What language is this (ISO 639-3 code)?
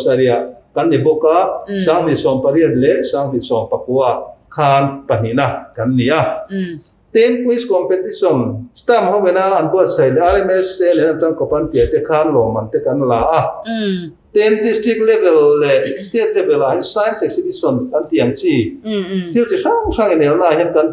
lus